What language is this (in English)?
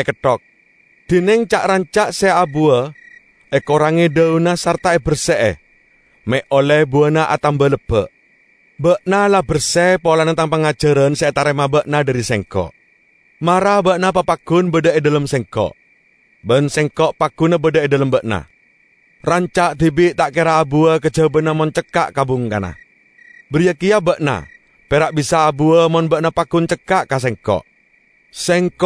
Madurese